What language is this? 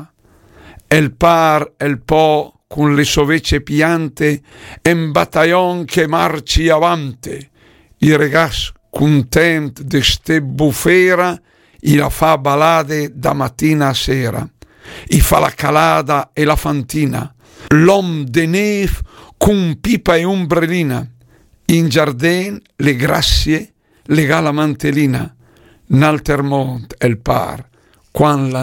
Italian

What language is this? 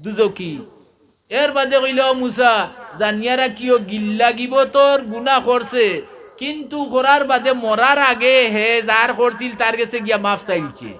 Sylheti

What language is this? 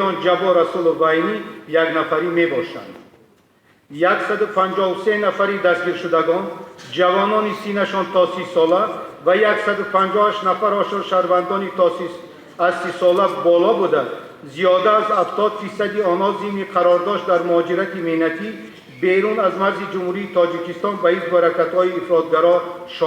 Tajik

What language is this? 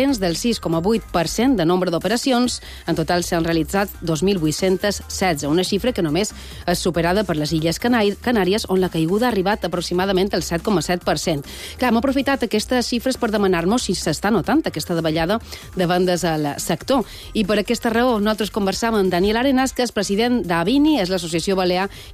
Catalan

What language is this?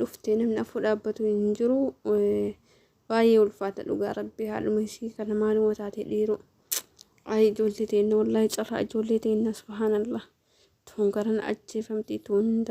Oromo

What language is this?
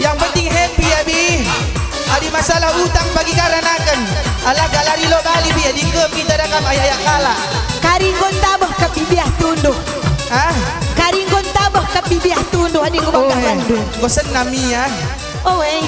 Batak Karo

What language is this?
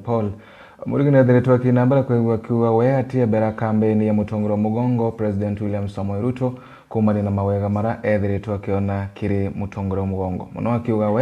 Meru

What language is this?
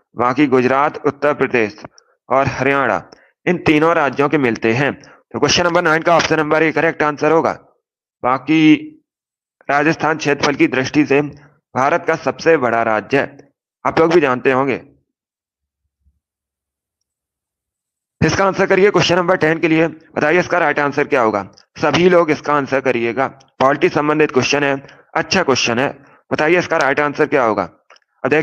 Hindi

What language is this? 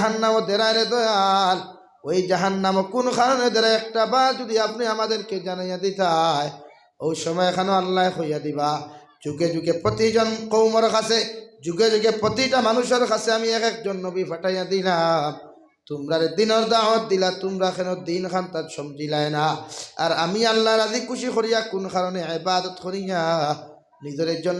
Sylheti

